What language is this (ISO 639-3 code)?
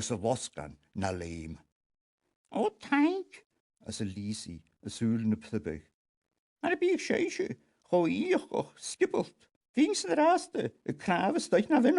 gla